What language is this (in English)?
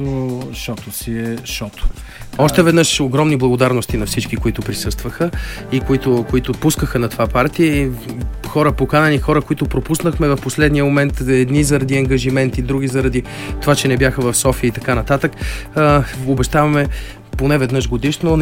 Bulgarian